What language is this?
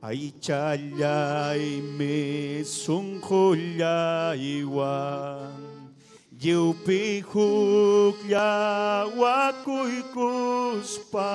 Ayacucho Quechua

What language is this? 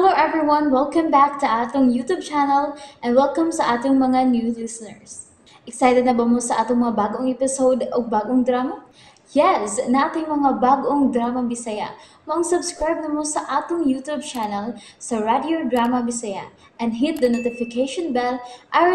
Cebuano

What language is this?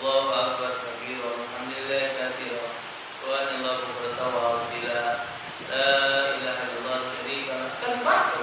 Musi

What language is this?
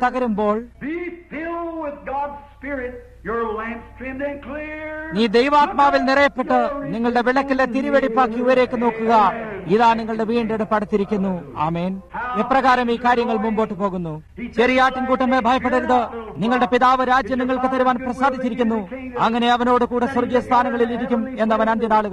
Malayalam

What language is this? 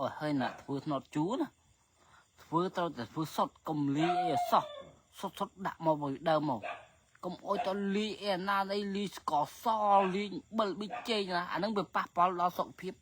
Khmer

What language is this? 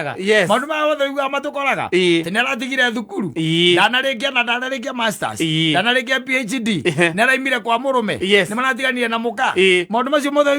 Kikuyu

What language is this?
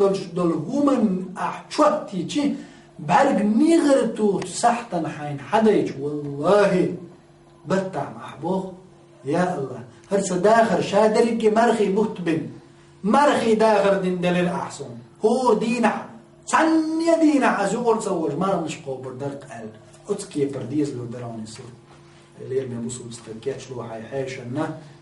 Chechen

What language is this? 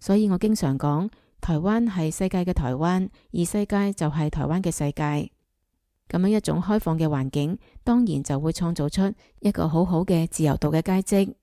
Cantonese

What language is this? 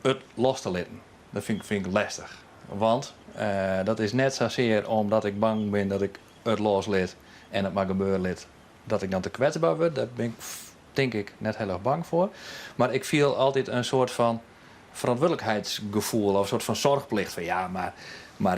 Western Frisian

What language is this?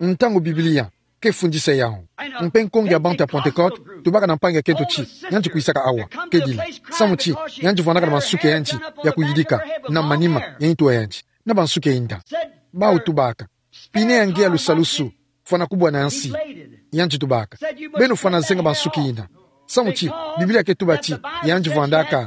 Kituba (Democratic Republic of Congo)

